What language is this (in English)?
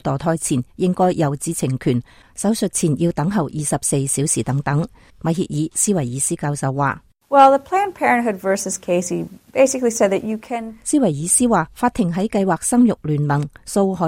Cantonese